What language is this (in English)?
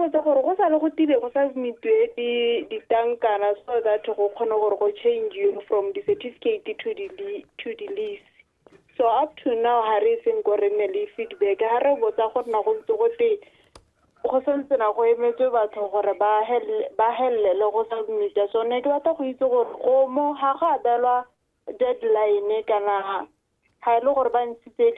Tswana